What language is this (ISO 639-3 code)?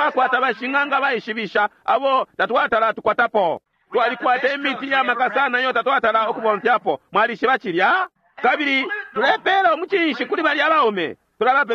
bem